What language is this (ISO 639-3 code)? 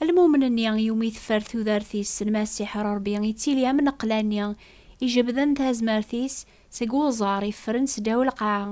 kab